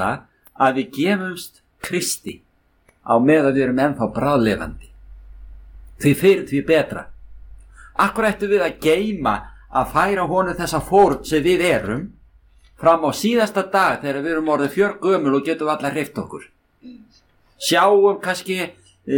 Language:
Icelandic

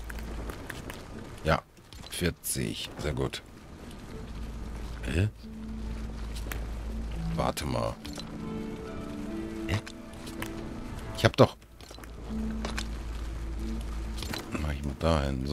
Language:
German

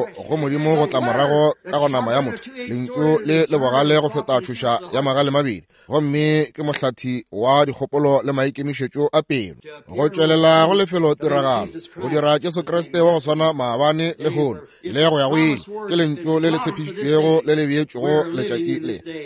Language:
Northern Sotho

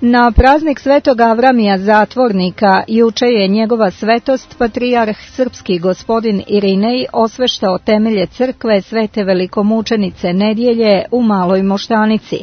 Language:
Serbian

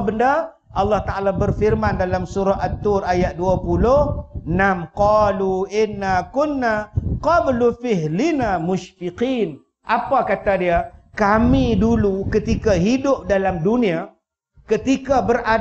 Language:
Malay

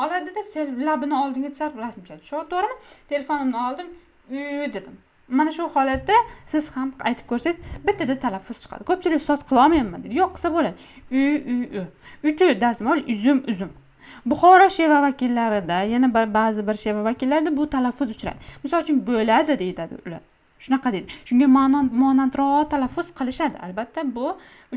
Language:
Uzbek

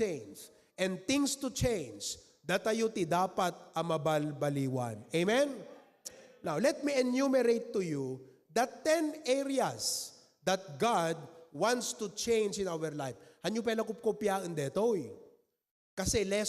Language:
Iloko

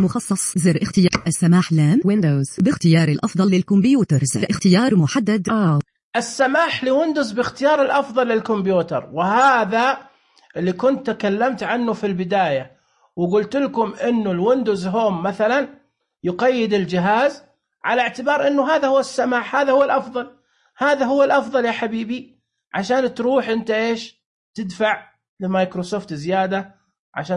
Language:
Najdi Arabic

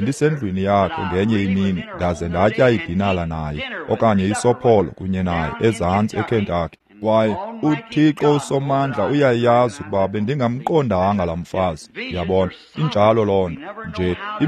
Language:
Xhosa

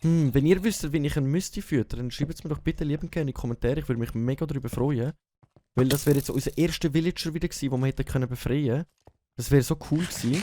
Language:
Swiss German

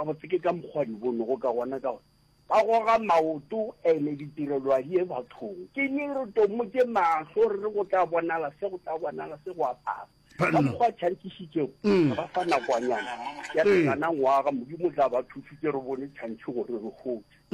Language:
Northern Sotho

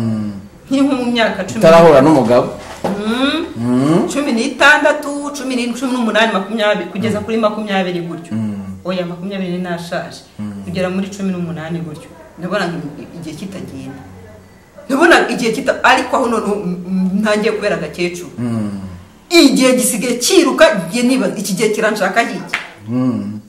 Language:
Kinyarwanda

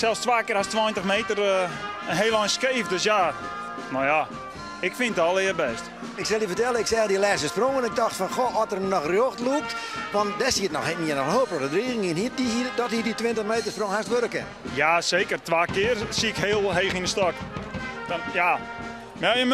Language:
Western Frisian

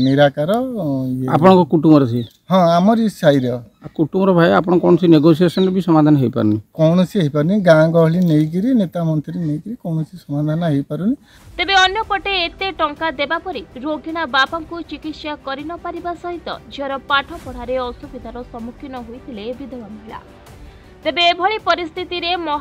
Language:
Odia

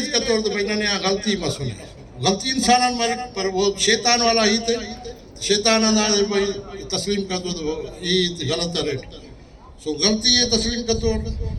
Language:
Brahui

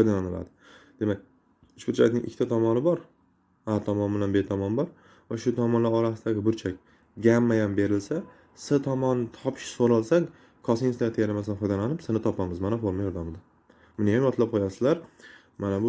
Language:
Uzbek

